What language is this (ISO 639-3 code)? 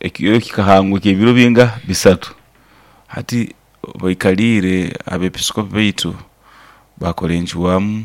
nyn